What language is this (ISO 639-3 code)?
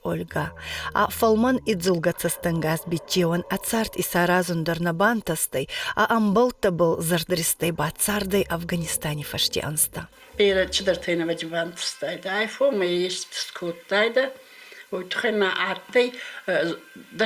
oss